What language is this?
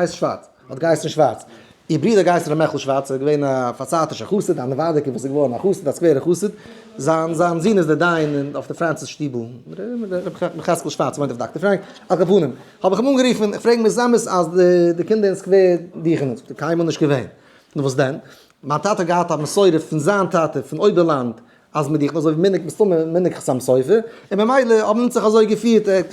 Yiddish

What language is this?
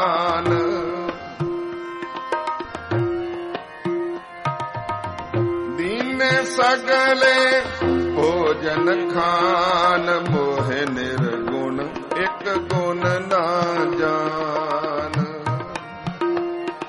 Punjabi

